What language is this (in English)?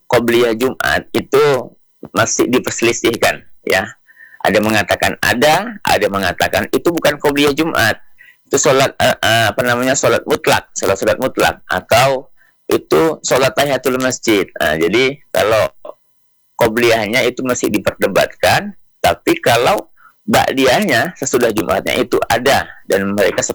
Indonesian